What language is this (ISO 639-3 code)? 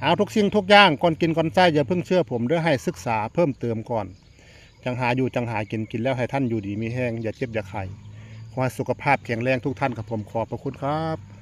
tts